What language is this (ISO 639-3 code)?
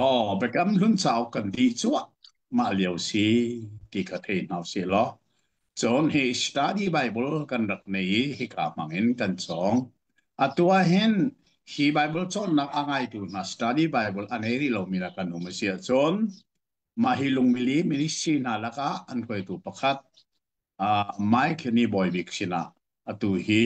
cnh